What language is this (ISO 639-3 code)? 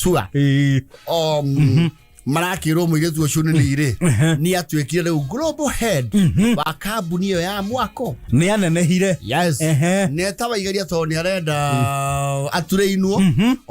kik